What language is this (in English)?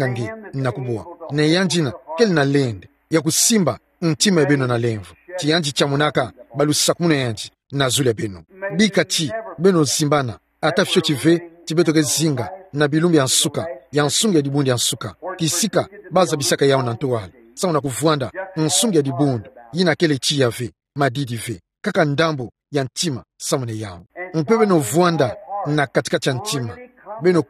Kituba (Democratic Republic of Congo)